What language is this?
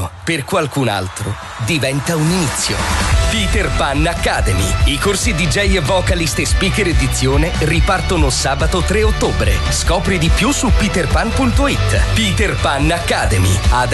Italian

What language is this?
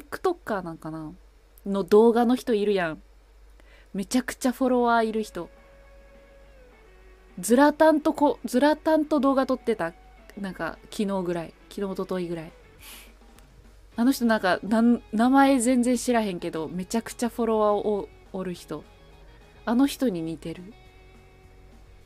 Japanese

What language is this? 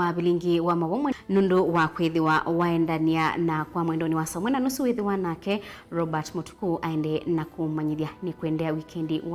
Kamba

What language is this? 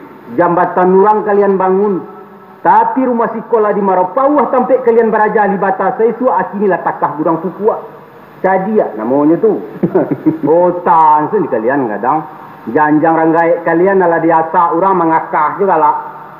Minangkabau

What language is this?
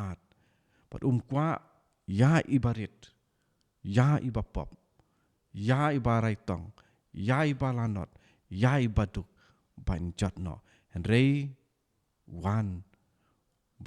Khasi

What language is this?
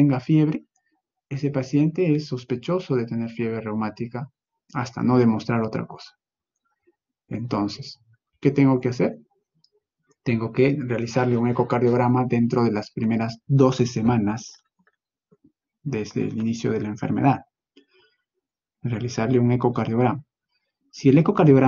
Spanish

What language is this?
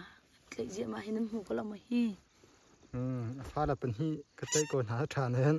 Hakha Chin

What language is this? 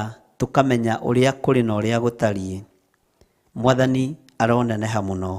Kikuyu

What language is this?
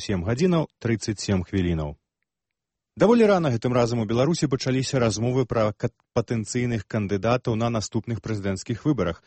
Belarusian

